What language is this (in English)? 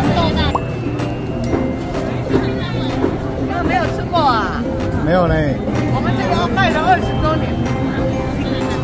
Chinese